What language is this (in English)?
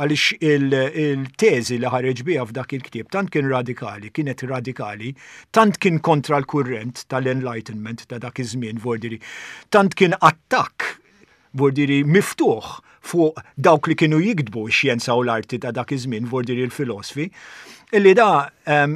Maltese